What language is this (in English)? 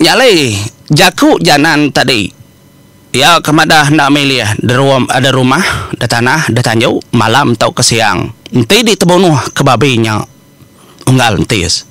Iban